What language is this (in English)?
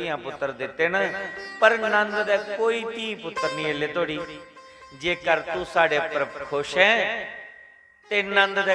Dogri